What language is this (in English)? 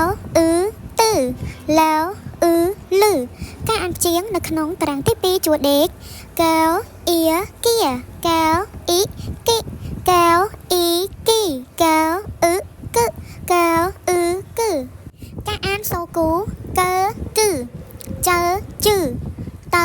Khmer